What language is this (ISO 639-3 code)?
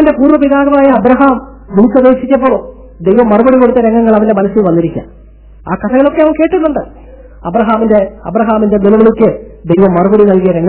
mal